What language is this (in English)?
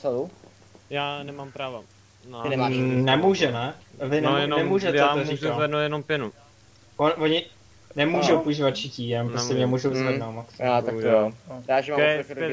Czech